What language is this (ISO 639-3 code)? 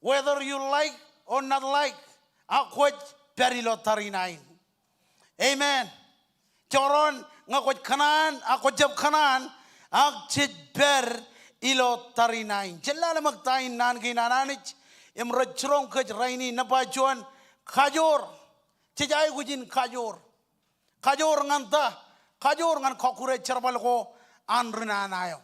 mah